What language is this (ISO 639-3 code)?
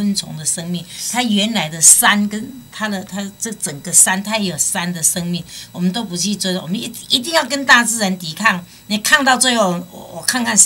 nan